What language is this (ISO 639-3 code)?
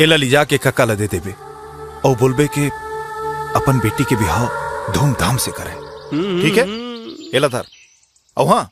hne